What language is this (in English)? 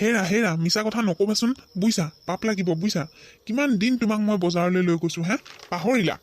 Assamese